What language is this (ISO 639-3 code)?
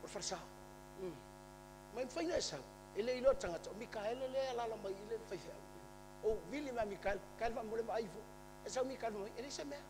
smo